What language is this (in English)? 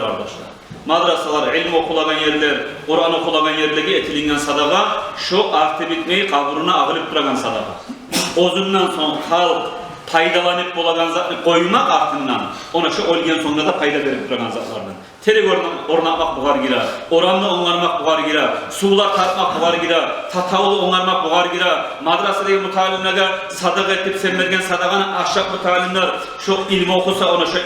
Kumyk